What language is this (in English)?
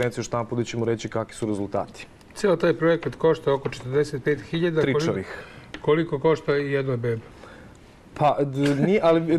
Serbian